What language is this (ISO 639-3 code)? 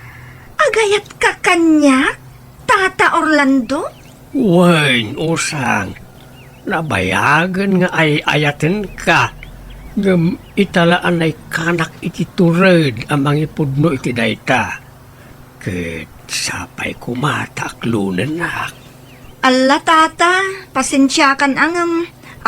ilo